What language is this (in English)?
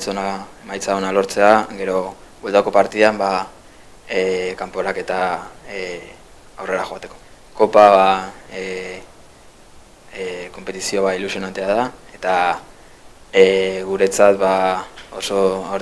Basque